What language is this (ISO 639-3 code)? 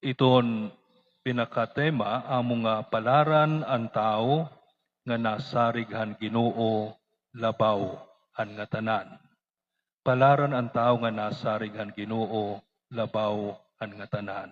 war